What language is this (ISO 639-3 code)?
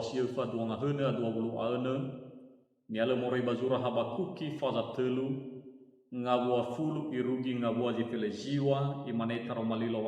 nia